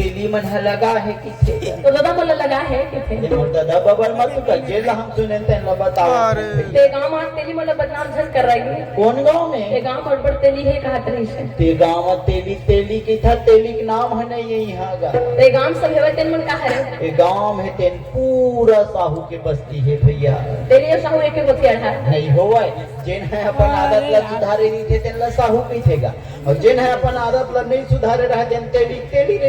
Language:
Chhattisgarhi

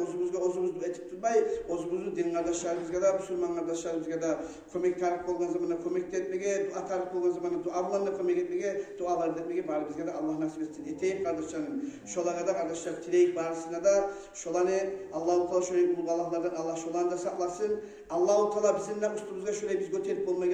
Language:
Kumyk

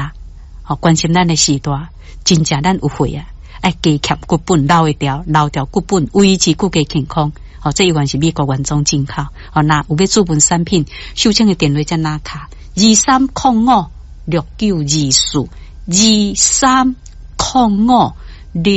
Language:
Min Nan Chinese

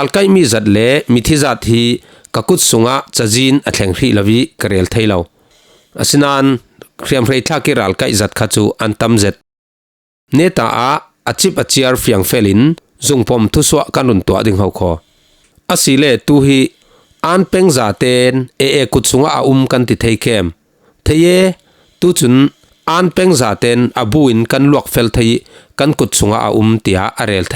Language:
Falam Chin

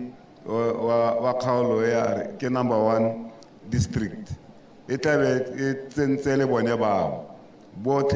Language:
Tswana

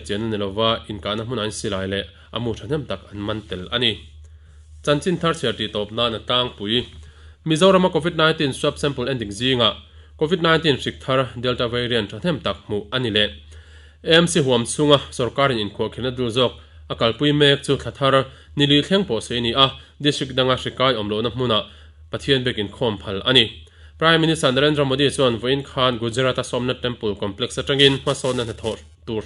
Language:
Mizo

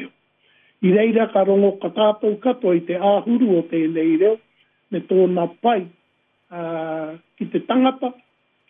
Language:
Māori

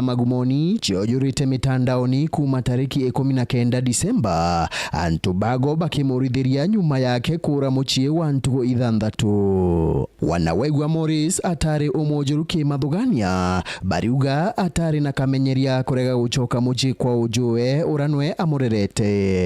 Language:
Meru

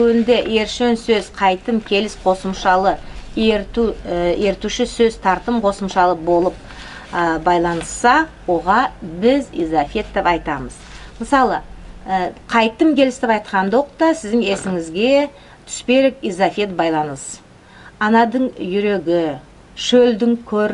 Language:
Nogai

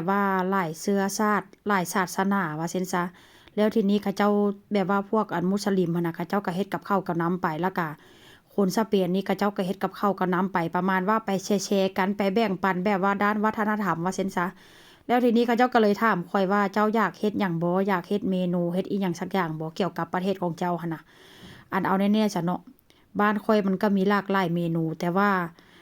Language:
Northeastern Thai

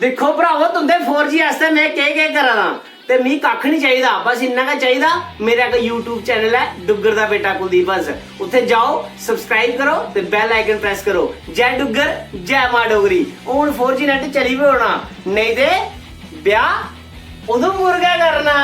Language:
Dogri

